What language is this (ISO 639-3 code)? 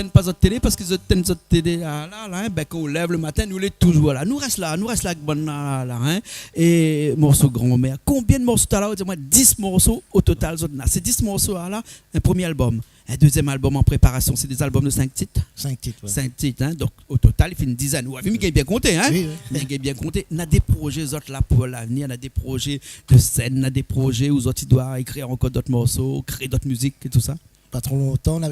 rcf